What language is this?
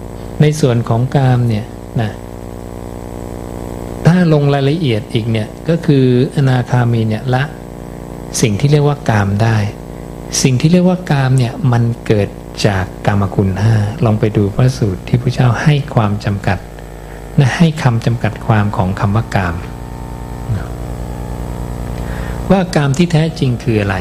Thai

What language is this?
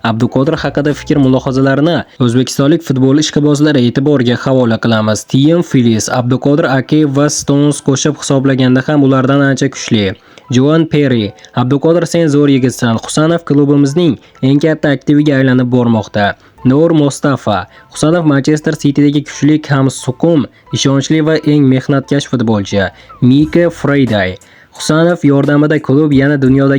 Uzbek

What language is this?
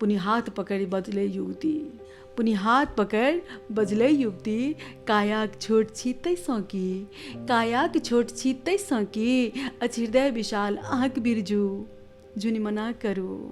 Maithili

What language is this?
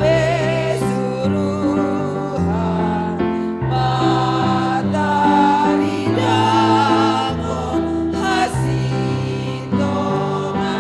Batak Simalungun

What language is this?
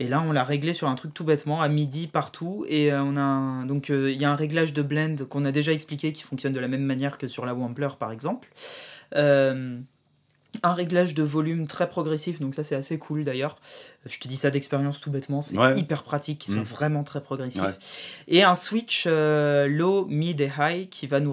French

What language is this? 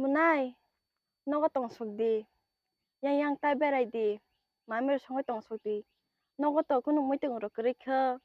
Kok Borok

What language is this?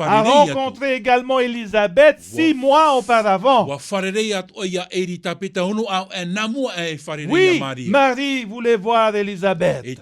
Tahitian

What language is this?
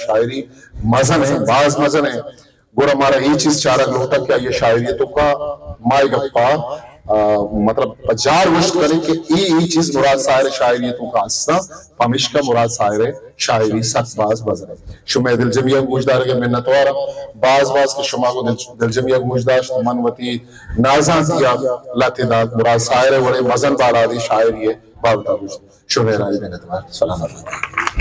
Baluchi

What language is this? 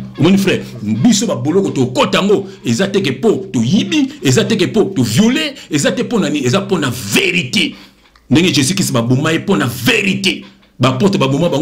Lingala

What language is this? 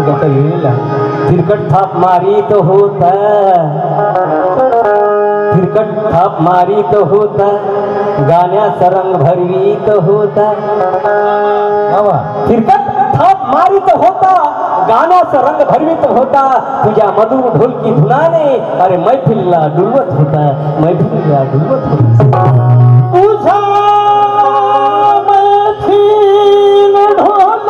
Marathi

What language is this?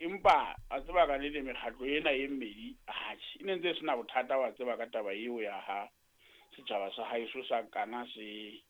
Southern Sotho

